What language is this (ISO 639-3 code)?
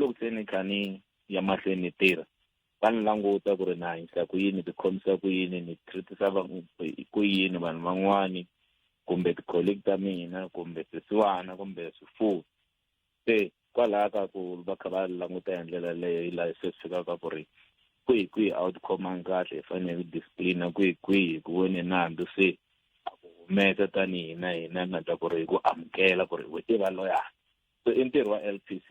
tso